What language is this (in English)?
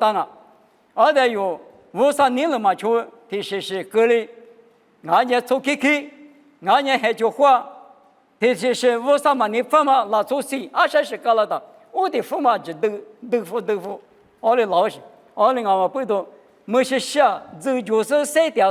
Lisu